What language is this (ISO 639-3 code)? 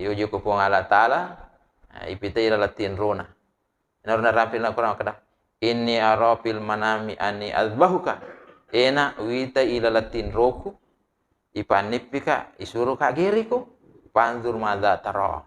bug